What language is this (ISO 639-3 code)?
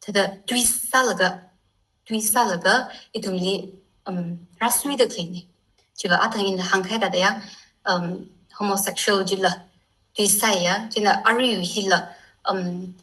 nmf